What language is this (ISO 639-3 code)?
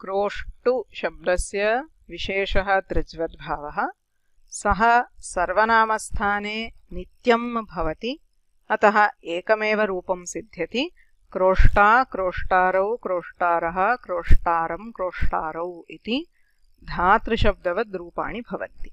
san